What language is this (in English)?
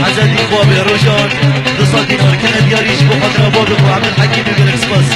Kurdish